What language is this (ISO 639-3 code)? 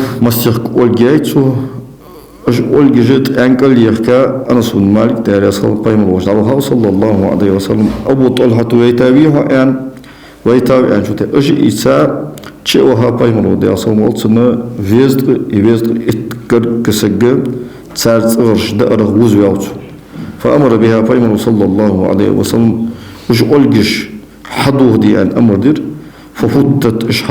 inh